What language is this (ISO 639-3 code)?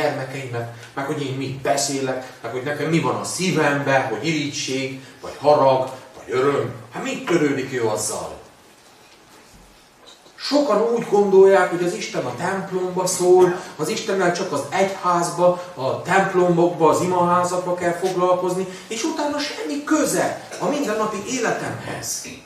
hun